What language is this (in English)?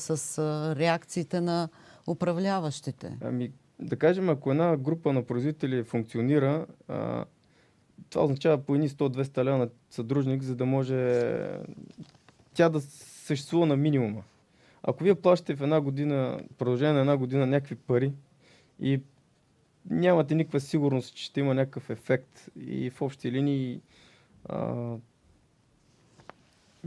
Bulgarian